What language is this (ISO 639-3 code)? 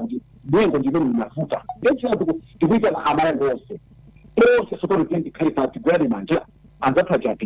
nya